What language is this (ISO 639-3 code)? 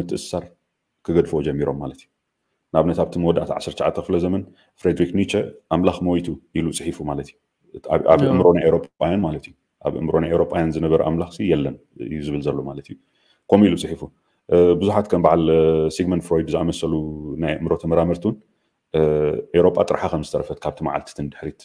tir